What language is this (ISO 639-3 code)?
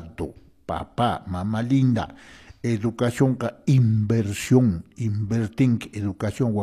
que